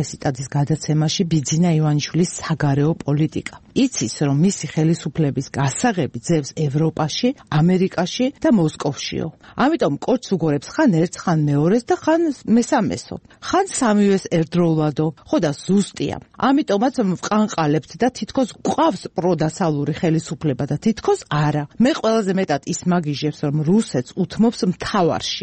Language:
Georgian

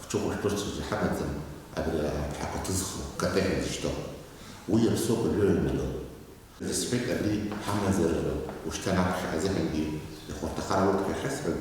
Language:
Abkhazian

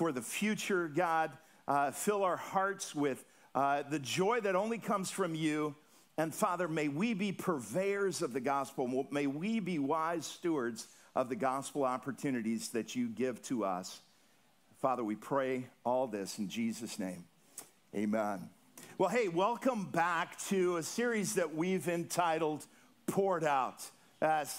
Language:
English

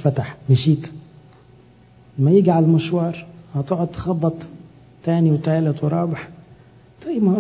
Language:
Egyptian Arabic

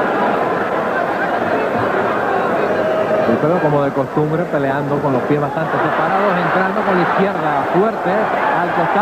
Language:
Spanish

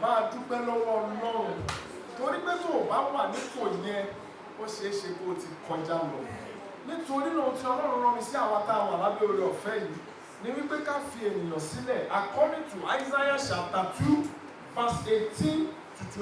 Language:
Yoruba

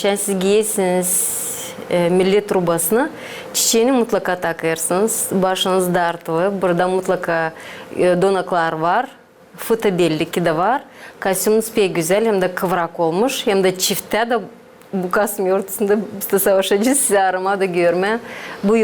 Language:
Gagauz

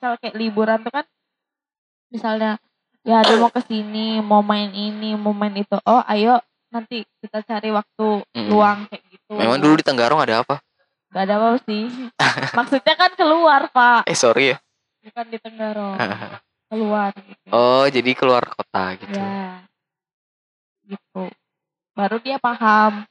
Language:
Indonesian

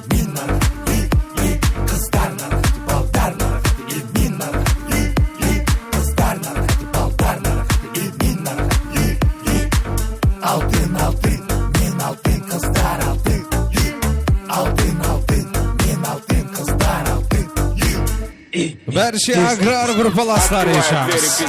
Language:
Kara-Kalpak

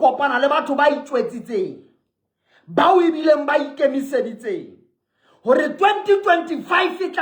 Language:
Southern Sotho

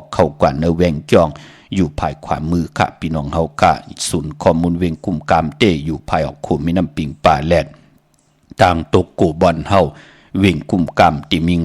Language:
Shan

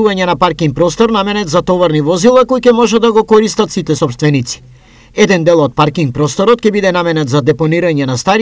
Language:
Macedonian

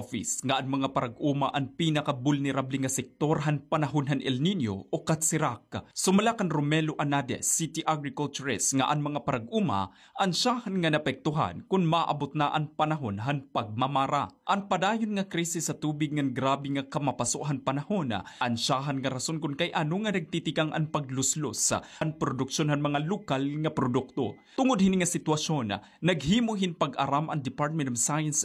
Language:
Waray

